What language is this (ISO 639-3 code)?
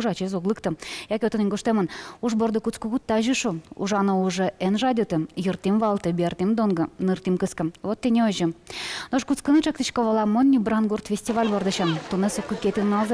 udm